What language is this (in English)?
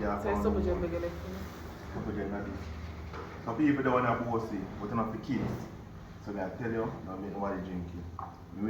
Jamaican Creole English